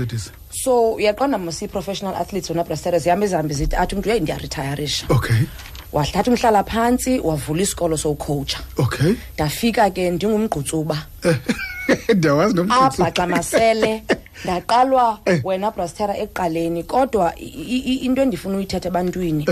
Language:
Xhosa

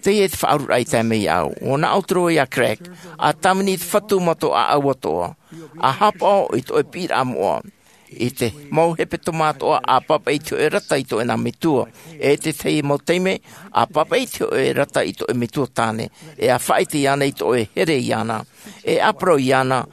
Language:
Tahitian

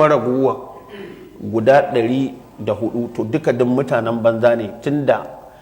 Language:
Hausa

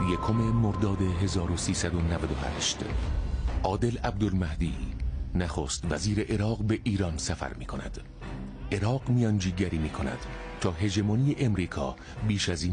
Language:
Persian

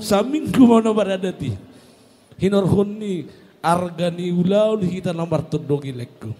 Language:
Batak Toba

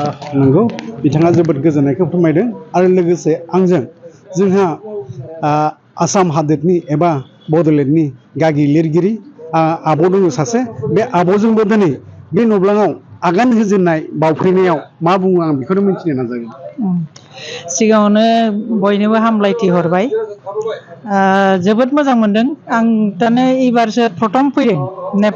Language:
Bodo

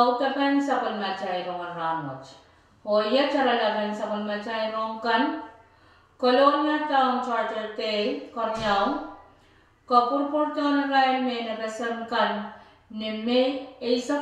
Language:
Pohnpeian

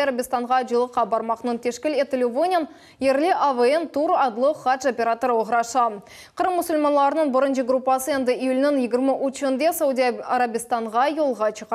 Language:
Crimean Tatar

